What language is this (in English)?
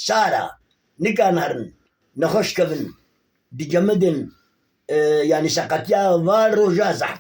Kurdish